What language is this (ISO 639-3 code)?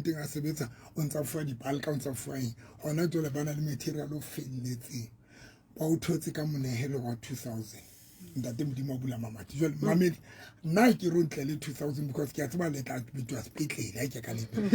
sot